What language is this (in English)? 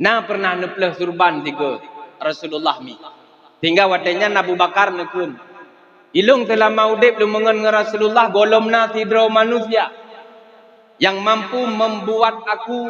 Achinese